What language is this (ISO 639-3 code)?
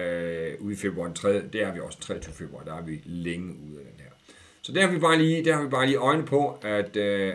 dan